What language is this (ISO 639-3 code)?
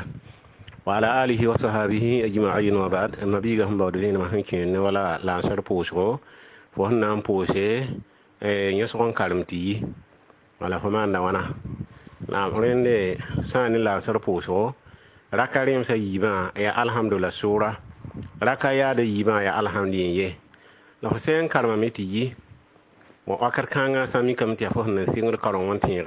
mos